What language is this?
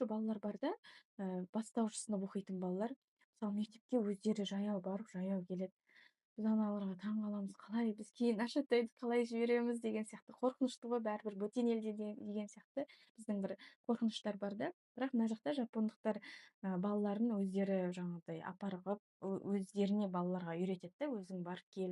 Kazakh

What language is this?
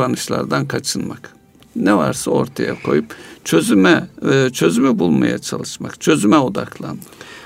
Turkish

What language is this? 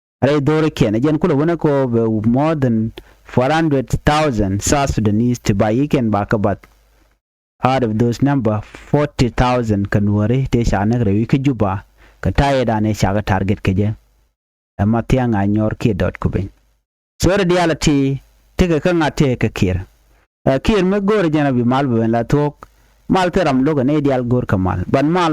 Nuer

